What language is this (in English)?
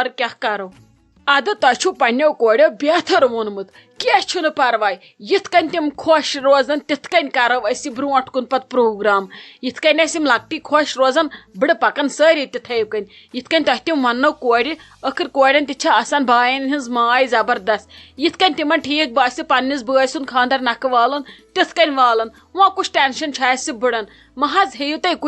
Kashmiri